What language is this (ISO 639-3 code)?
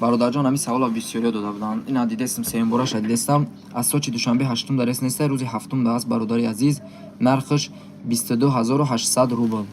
tgk